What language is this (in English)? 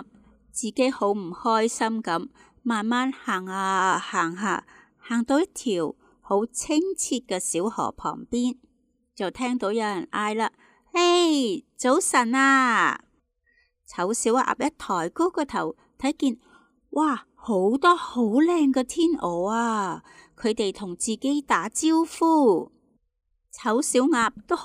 Cantonese